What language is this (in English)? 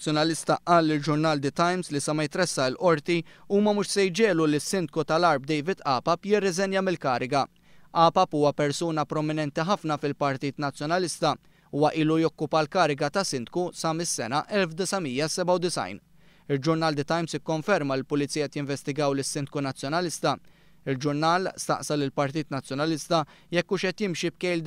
Maltese